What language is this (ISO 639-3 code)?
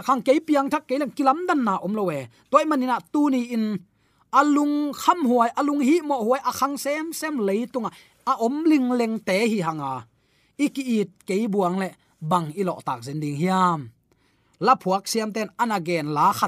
ctd